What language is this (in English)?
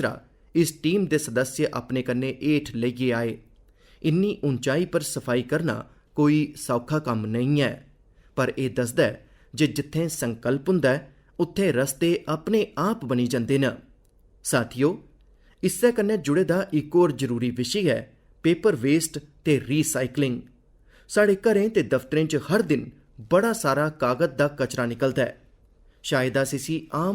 Dogri